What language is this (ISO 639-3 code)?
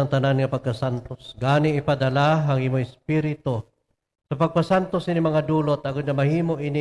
hil